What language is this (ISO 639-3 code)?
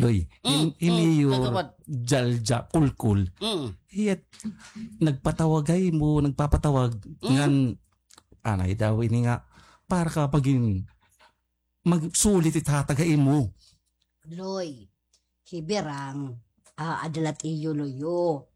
war